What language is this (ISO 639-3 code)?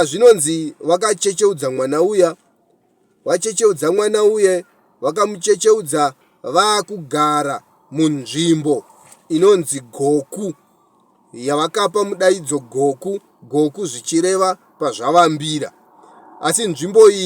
sna